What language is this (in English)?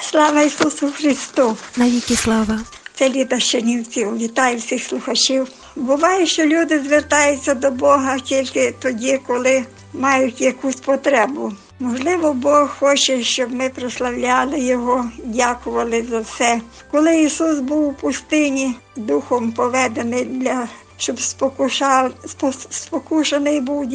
Ukrainian